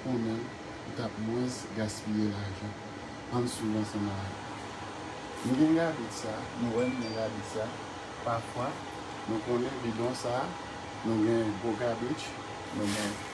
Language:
Haitian Creole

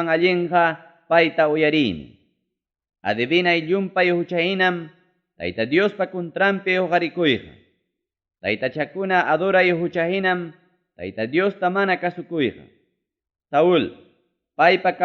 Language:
Ayacucho Quechua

